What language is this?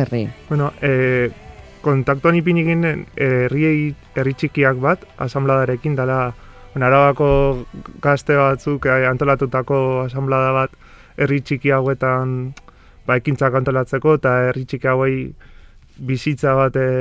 Basque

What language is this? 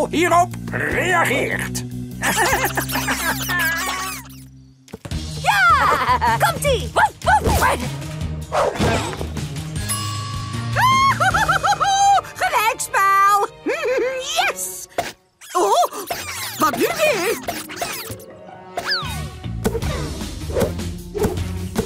Dutch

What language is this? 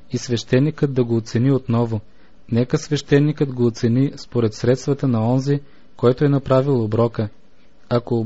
Bulgarian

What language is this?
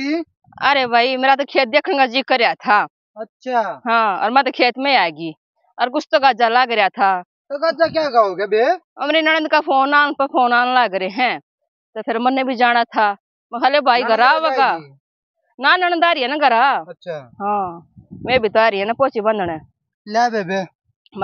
Haryanvi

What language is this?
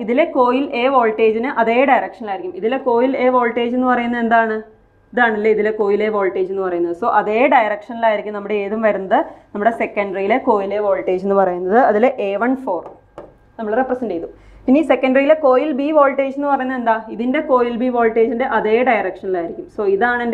Malayalam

